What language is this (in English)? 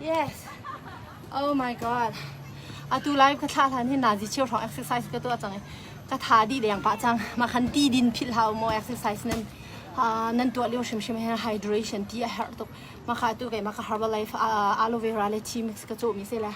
Hakha Chin